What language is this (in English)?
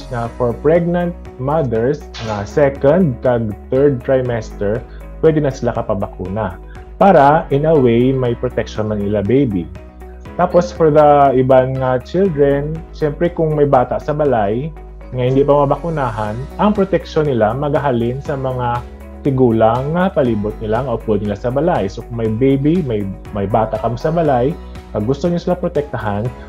Hiligaynon